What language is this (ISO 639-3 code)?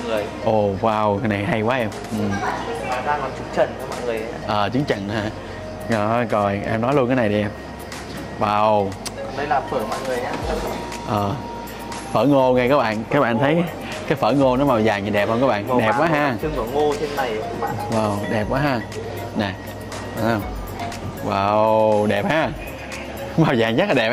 vie